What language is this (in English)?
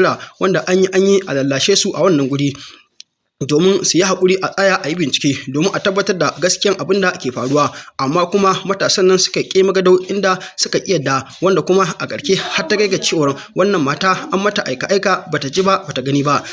Hausa